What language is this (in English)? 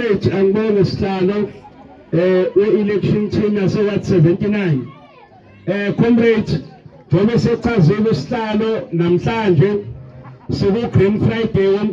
Zulu